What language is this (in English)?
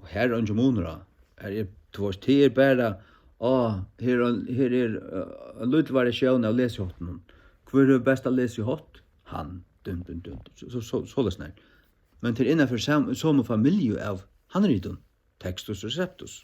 Faroese